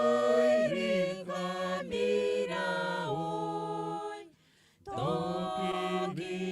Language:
Gilbertese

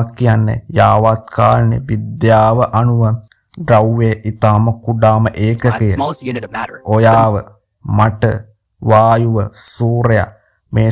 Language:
Sinhala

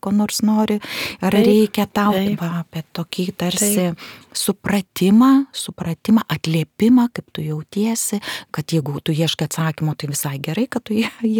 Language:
Lithuanian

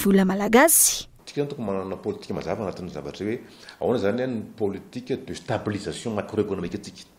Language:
Malagasy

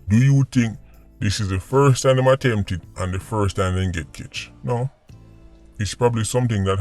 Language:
Jamaican Creole English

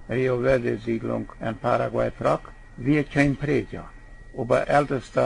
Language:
Plautdietsch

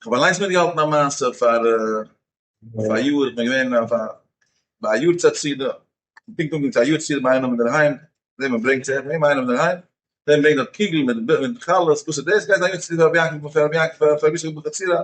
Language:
Yiddish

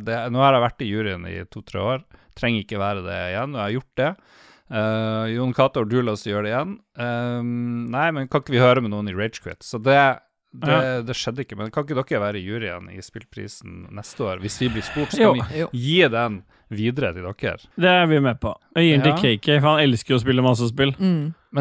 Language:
Norwegian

